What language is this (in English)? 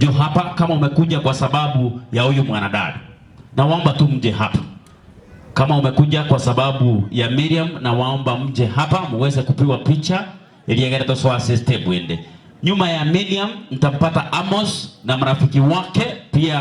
Gusii